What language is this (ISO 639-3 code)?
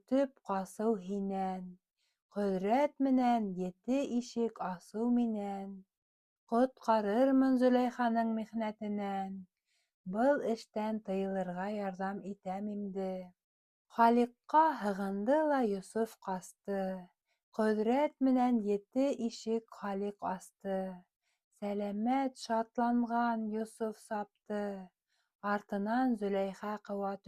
bak